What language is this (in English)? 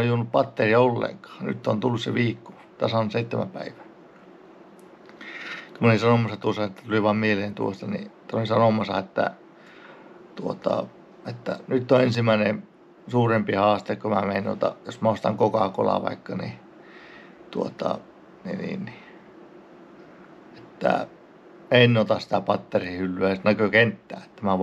Finnish